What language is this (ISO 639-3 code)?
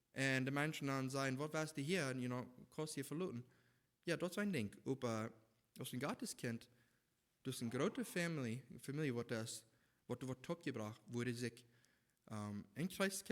pdt